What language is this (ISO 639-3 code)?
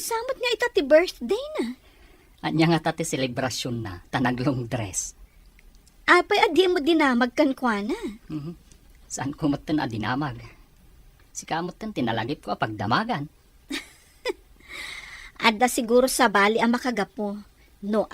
ilo